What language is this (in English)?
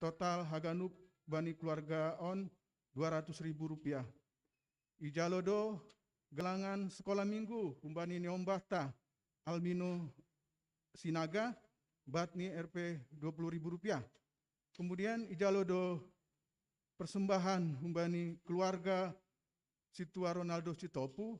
Batak Simalungun